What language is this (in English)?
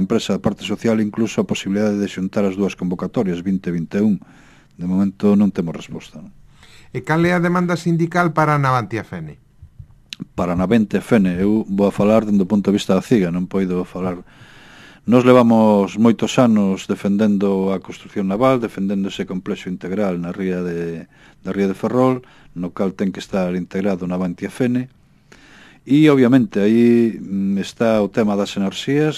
Galician